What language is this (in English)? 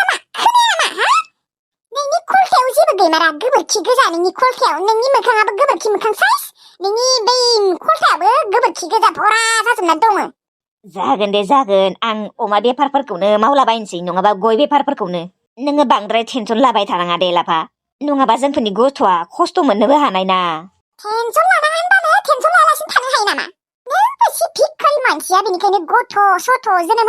Bodo